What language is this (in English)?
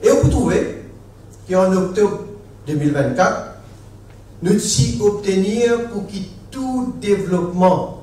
Morisyen